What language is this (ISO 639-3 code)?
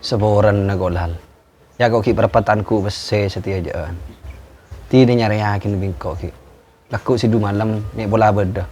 mad